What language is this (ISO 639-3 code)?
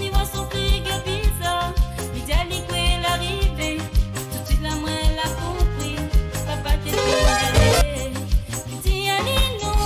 mfe